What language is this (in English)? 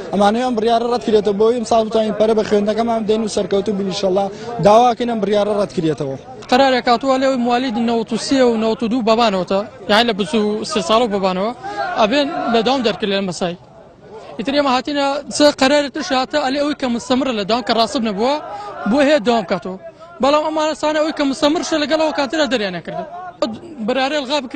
Central Kurdish